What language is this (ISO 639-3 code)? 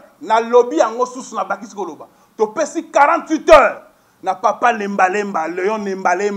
lin